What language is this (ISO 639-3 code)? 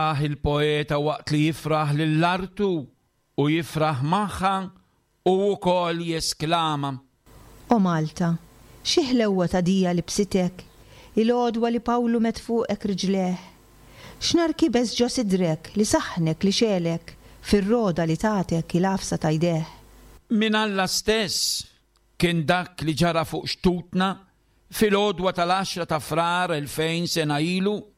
mlt